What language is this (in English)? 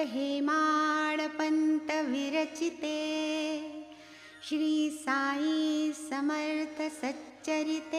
Marathi